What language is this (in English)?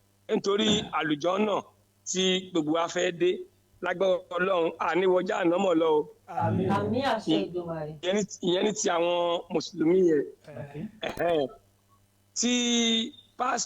Yoruba